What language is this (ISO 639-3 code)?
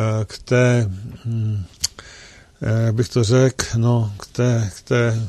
ces